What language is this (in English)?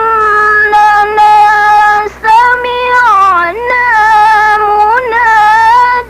Maranao